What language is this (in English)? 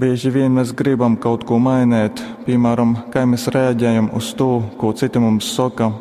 Latgalian